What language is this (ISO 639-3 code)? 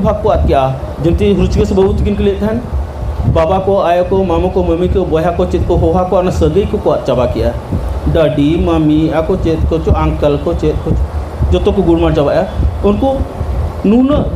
sat